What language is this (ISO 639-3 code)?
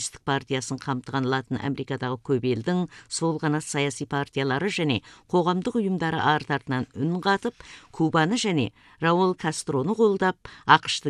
kaz